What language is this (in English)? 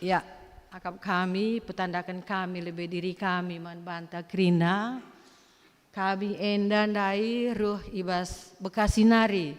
Batak Karo